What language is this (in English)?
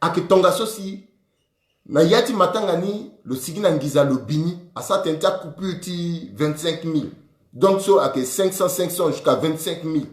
Sango